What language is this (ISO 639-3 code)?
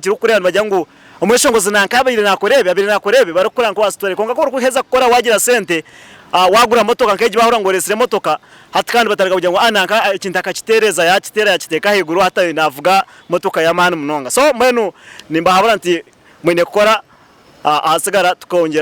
nyn